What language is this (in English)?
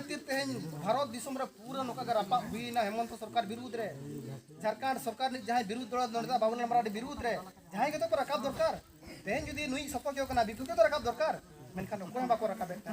Santali